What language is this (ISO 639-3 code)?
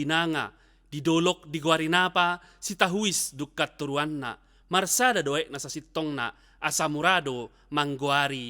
bbc